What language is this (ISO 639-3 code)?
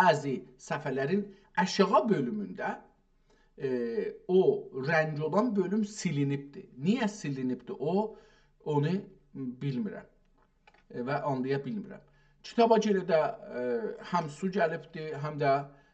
azb